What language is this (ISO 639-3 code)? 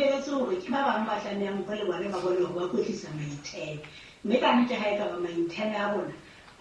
sot